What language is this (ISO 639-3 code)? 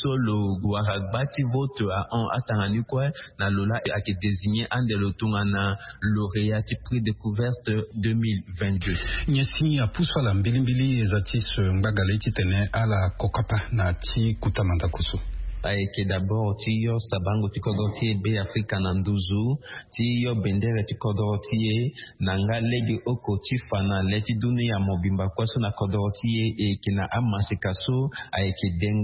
sag